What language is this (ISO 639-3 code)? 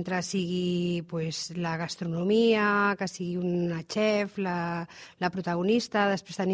cat